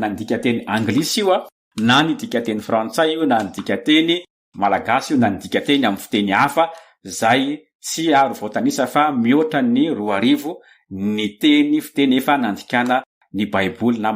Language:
Malagasy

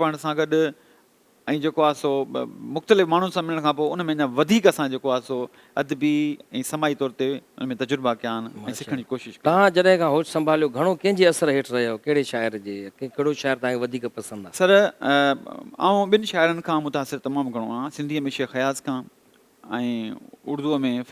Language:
Sindhi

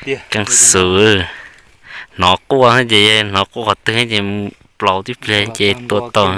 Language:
Hmong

